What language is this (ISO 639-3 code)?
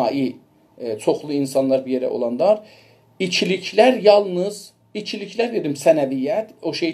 azb